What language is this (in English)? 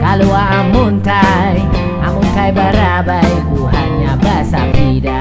Banjar